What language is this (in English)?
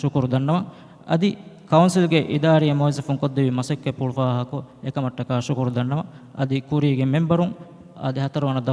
Divehi